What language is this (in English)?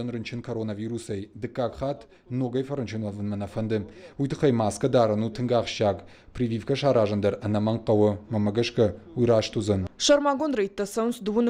Ossetic